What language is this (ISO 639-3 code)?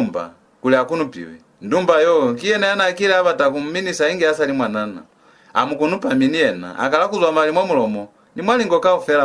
loz